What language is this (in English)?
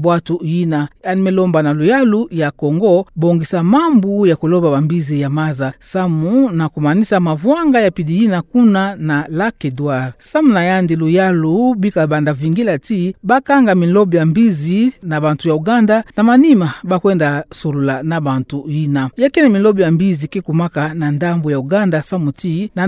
Kituba (Democratic Republic of Congo)